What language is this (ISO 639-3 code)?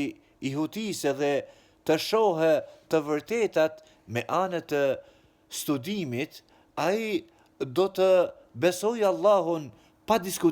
sqi